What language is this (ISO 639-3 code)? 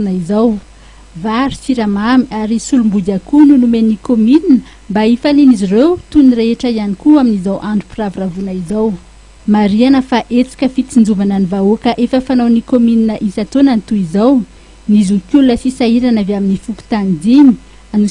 mlg